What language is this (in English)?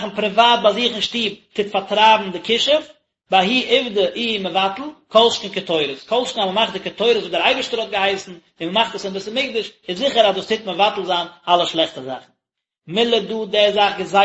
Yiddish